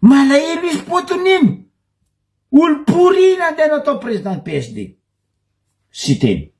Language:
Malagasy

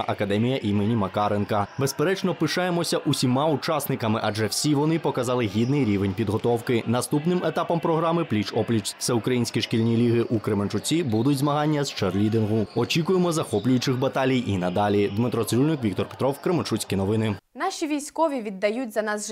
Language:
Ukrainian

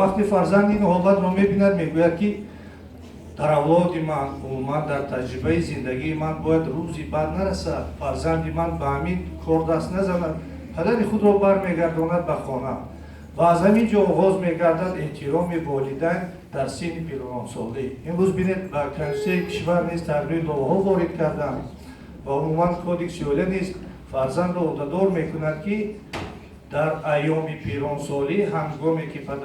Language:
Tajik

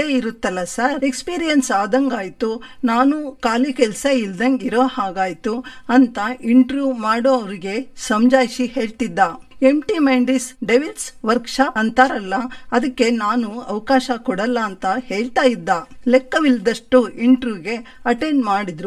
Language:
Kannada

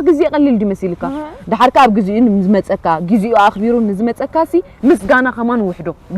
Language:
Tigrinya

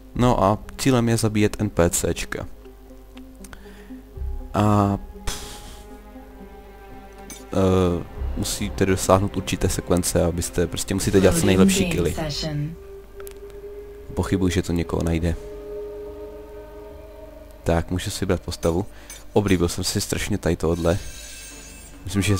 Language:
Czech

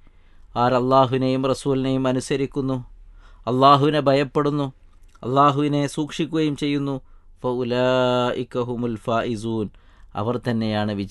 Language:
Malayalam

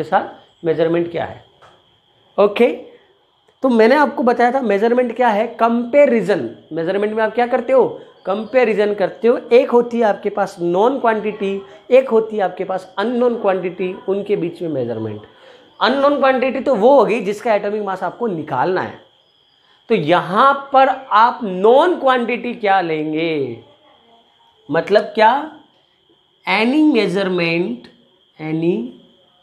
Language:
Hindi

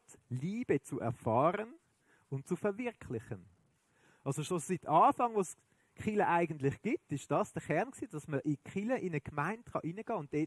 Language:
Swiss German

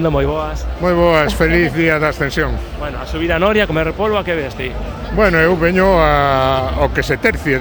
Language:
Galician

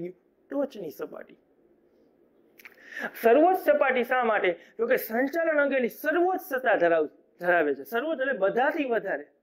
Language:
Gujarati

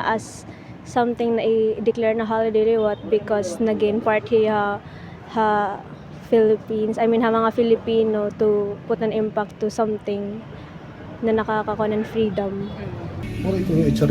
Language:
Waray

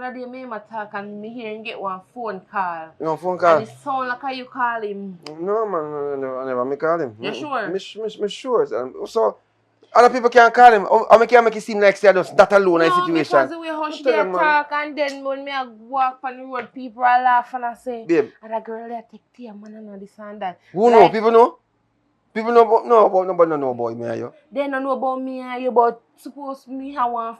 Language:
Jamaican Creole English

